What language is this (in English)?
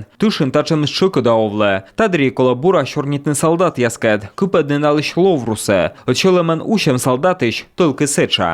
Komi